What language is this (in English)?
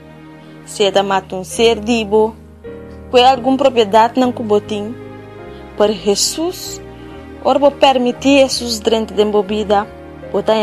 Papiamento